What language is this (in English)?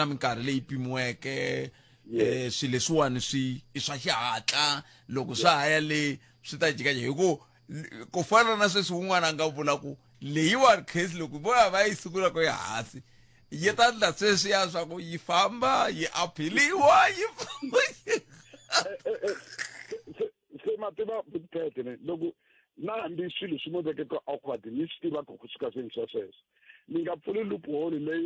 Tsonga